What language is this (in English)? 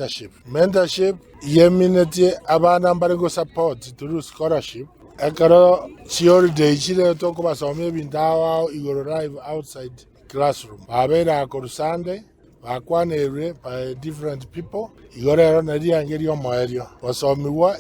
Gusii